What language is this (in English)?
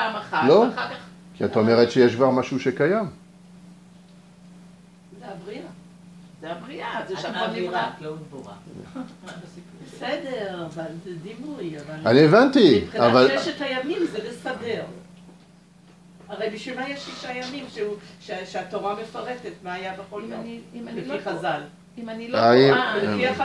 Hebrew